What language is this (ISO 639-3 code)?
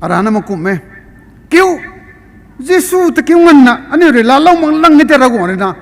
nbu